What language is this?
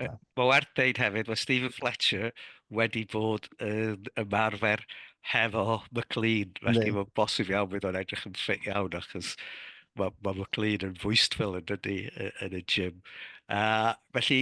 Welsh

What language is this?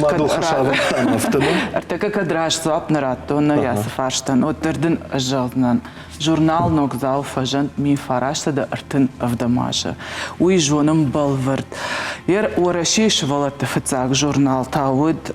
Ossetic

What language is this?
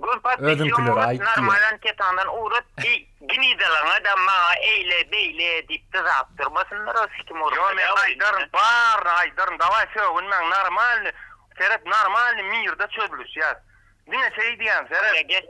Turkmen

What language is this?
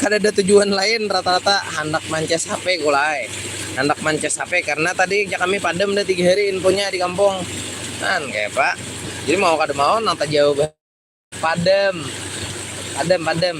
Banjar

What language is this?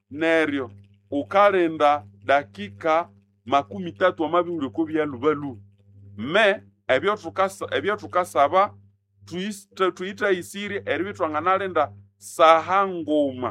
Nande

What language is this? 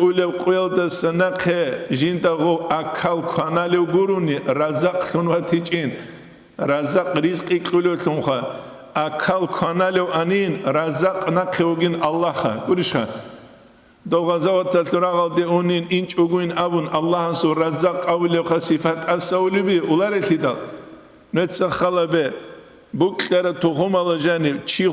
Avaric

